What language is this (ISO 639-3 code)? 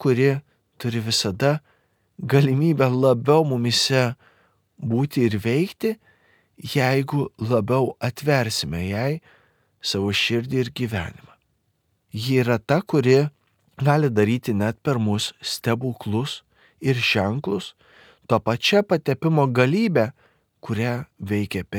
lit